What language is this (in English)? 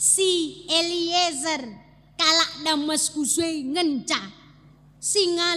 Batak Karo